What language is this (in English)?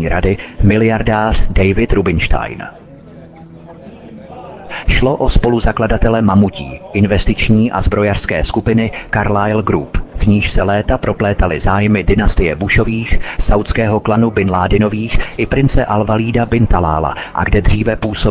Czech